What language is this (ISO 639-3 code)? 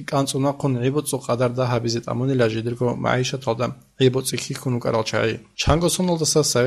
ava